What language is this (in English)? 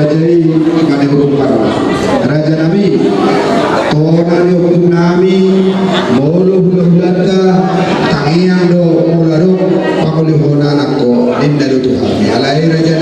Batak Toba